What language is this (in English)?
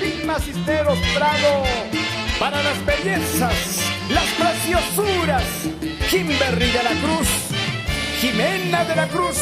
Ayacucho Quechua